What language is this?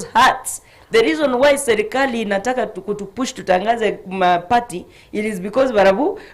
Gusii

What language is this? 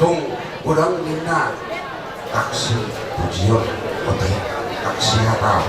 Batak Toba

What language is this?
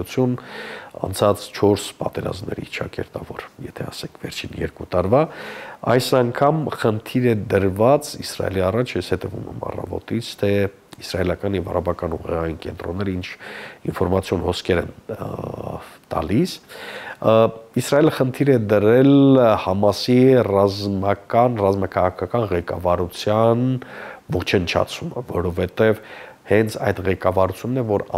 Armenian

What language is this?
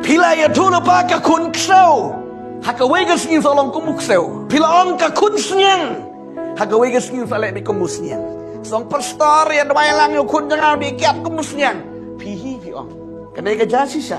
Khasi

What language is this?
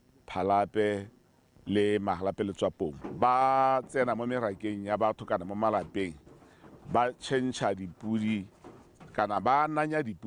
Tswana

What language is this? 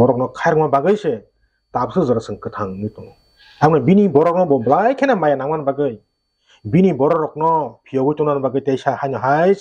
Kok Borok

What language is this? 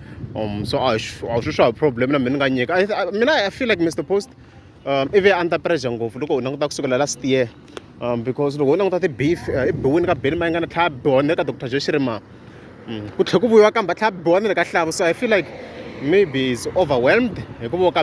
Tsonga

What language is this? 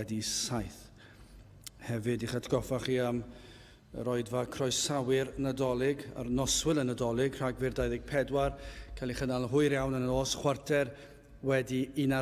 Welsh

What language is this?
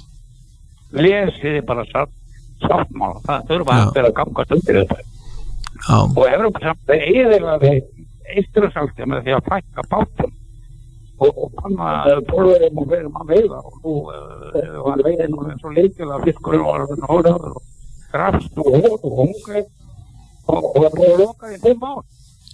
Icelandic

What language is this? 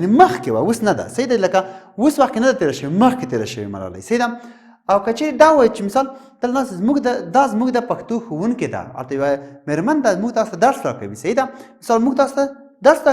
Pashto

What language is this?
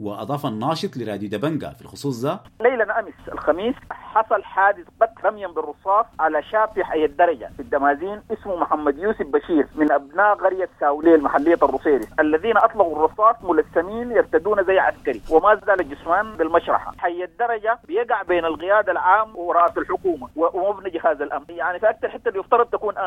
Sudanese Arabic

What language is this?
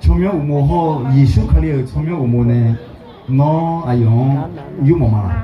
Akha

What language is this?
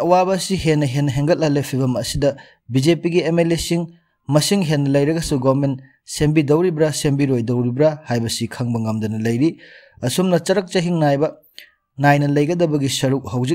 Manipuri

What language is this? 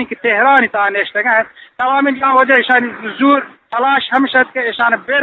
Eastern Balochi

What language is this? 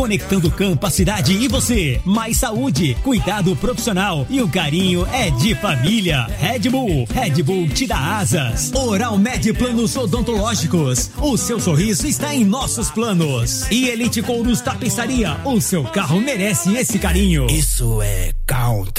Portuguese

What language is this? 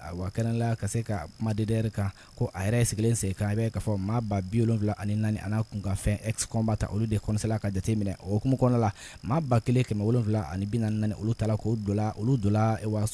Bambara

